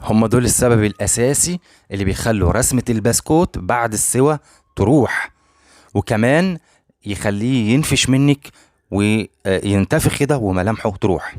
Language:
Egyptian Arabic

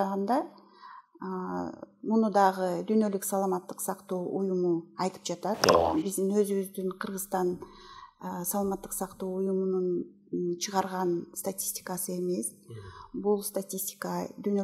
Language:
Kyrgyz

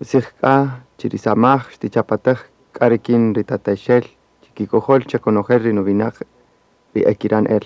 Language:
Kaqchikel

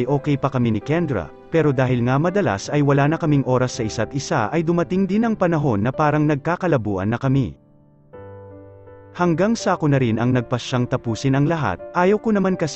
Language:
Filipino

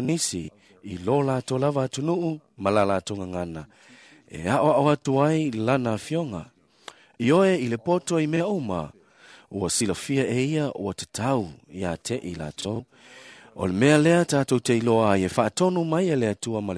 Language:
Samoan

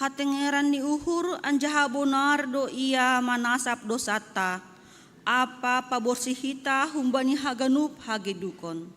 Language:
Batak Simalungun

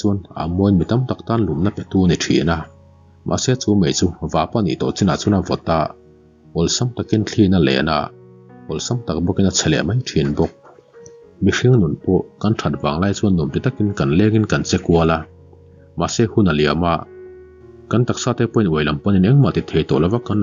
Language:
Mizo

